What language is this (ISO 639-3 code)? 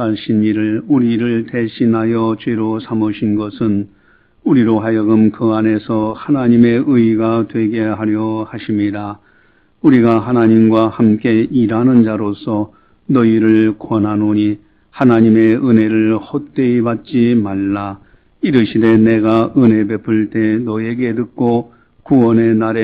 kor